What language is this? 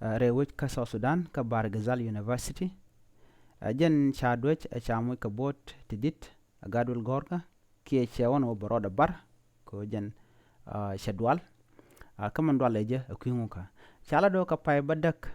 Nuer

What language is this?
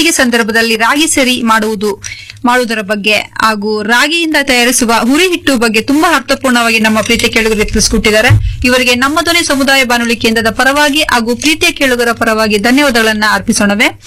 Kannada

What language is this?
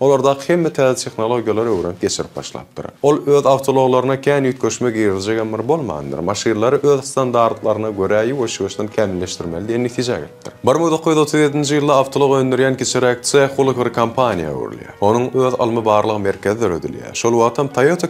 Turkmen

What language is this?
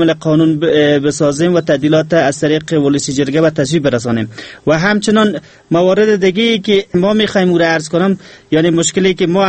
Persian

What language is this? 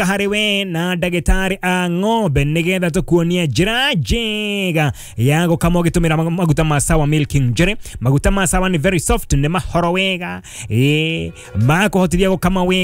Kikuyu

